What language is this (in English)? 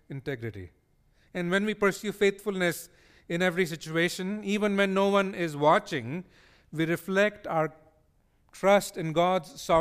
English